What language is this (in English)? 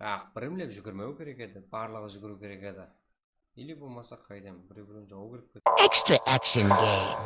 Kara-Kalpak